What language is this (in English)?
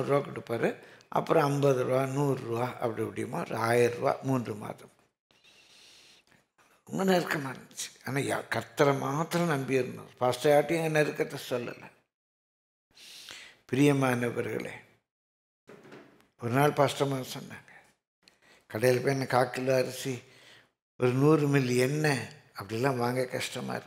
Tamil